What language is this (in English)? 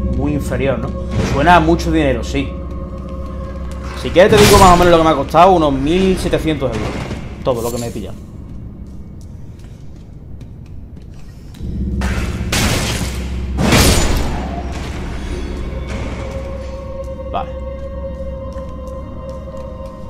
Spanish